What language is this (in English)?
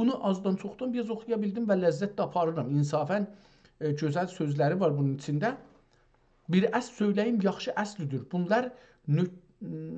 South Azerbaijani